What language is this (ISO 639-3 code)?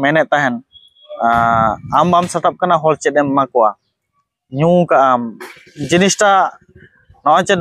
sat